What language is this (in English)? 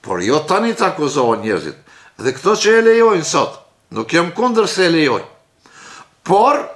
Albanian